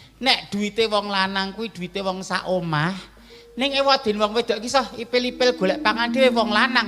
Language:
Javanese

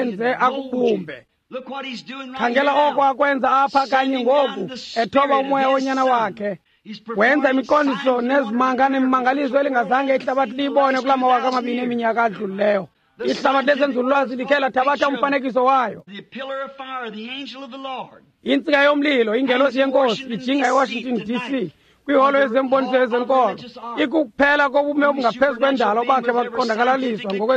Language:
Xhosa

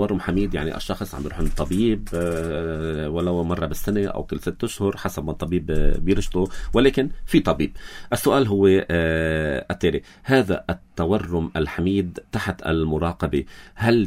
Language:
North Levantine Arabic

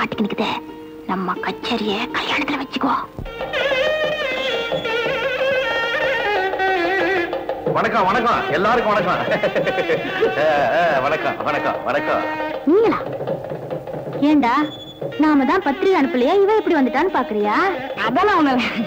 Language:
Tamil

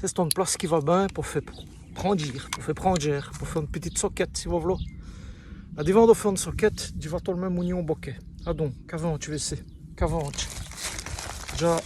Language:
Walloon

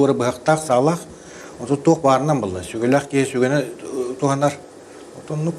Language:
Yakut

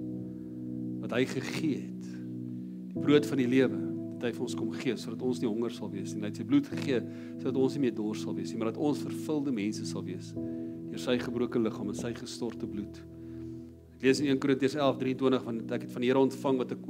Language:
Afrikaans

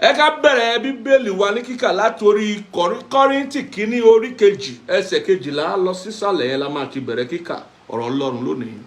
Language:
Yoruba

